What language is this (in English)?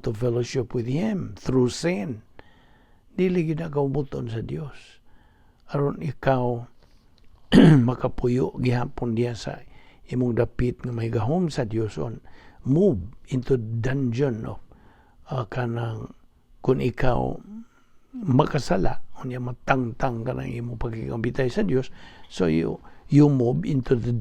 Cebuano